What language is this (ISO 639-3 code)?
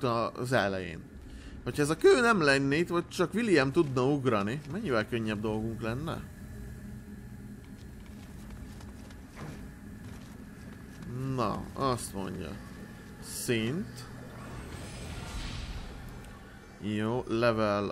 hun